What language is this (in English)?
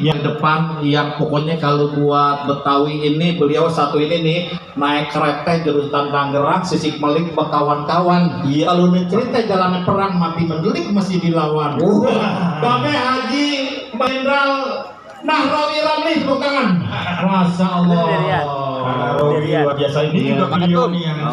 Betawi